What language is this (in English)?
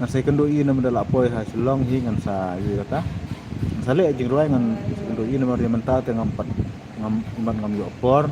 Khasi